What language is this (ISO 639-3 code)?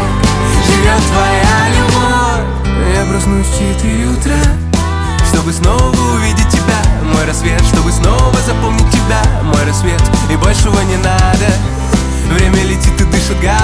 rus